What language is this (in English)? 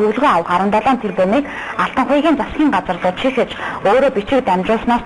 Mongolian